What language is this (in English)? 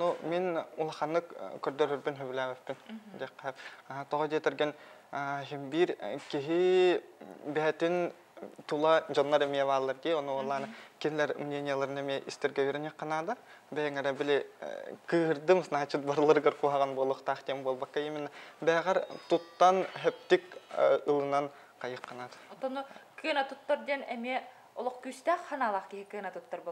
Yakut